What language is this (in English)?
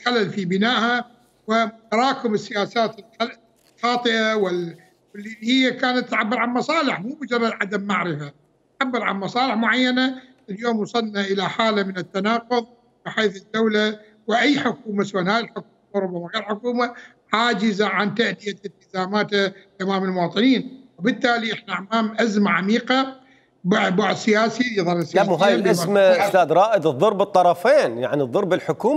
Mesopotamian Arabic